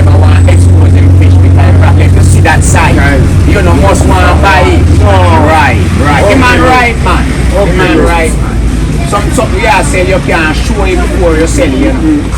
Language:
Jamaican Creole English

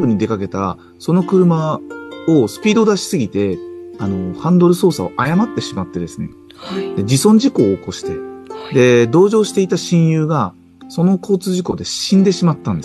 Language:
Japanese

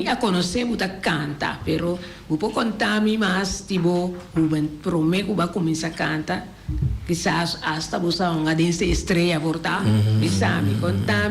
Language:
Papiamento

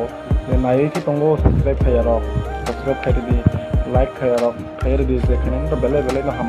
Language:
Kok Borok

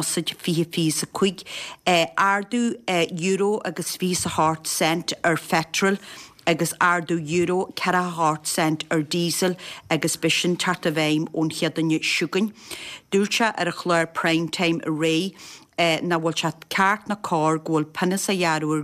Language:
Irish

